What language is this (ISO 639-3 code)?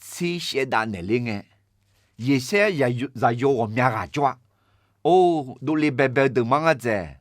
ahk